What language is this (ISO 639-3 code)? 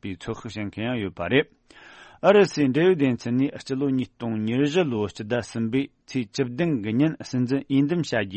bod